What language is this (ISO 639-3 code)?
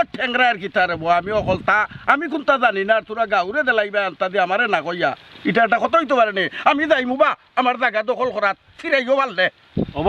syl